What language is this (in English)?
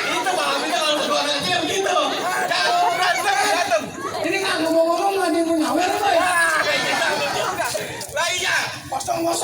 Betawi